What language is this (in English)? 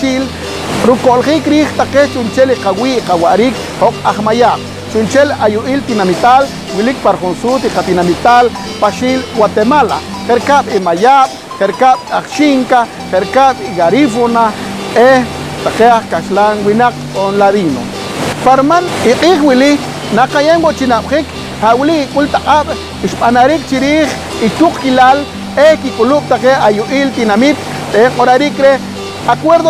Poqomchi'